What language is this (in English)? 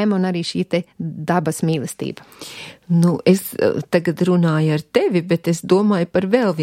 Latvian